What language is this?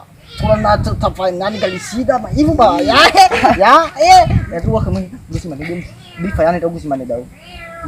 Nias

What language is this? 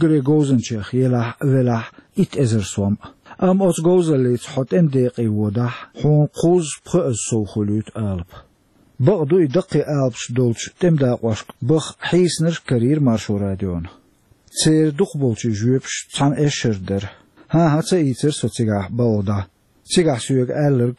Chechen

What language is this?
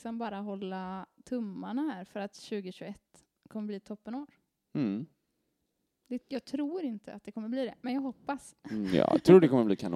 Swedish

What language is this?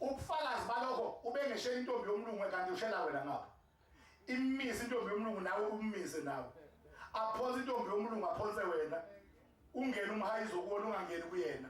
Zulu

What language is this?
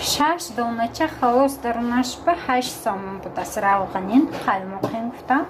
Tajik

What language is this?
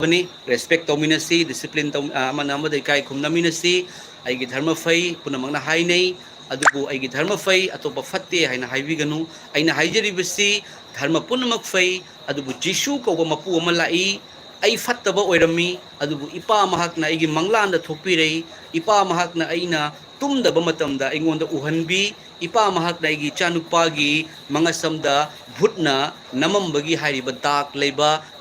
Manipuri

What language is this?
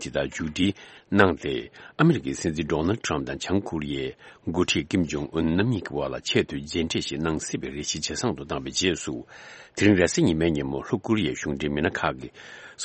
Tibetan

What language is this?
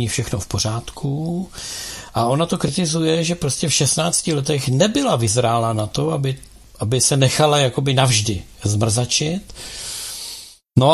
Czech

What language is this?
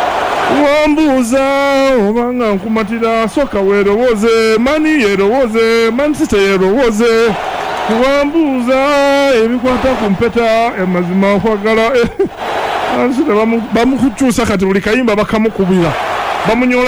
Ganda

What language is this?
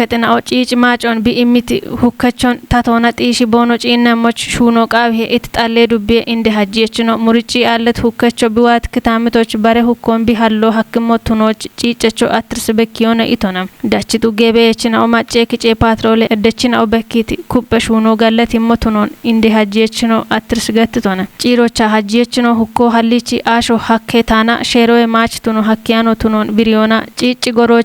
Kafa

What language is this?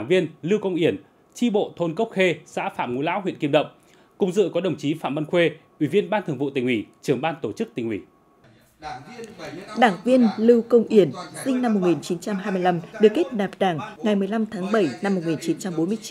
Vietnamese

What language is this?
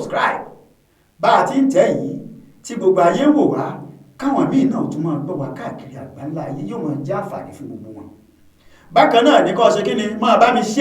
Yoruba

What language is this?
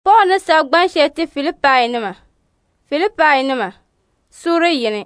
Dagbani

